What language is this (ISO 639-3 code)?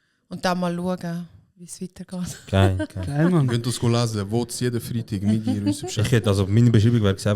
gsw